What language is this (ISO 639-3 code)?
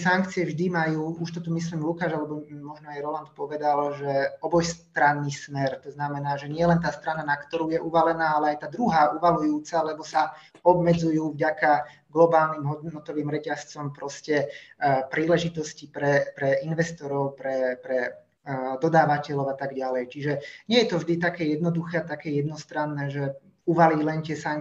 slk